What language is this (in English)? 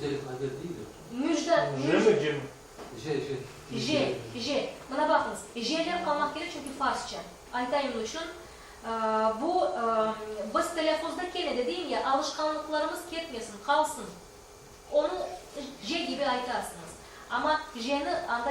Crimean Tatar